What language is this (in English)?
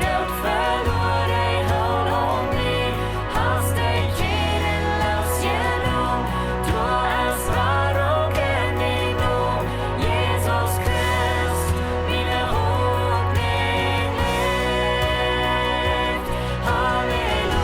Plautdietsch